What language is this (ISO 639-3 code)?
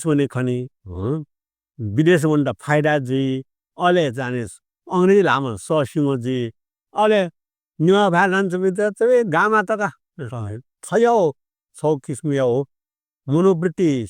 new